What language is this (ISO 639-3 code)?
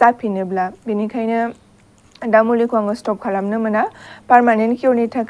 brx